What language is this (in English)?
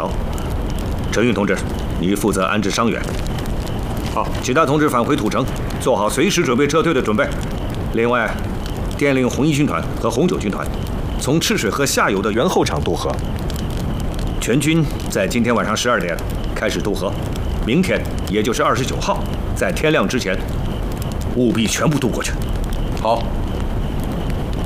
Chinese